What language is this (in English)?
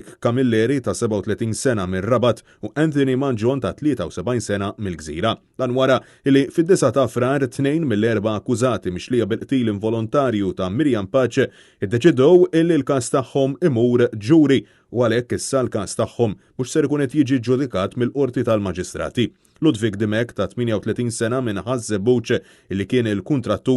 Maltese